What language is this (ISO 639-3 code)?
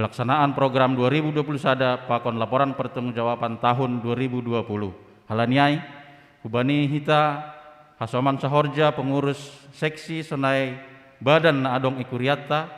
bts